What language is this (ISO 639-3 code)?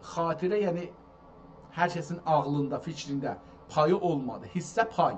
azb